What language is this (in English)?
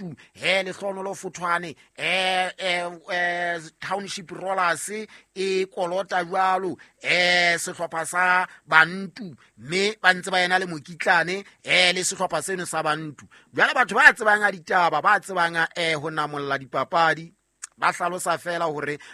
Southern Sotho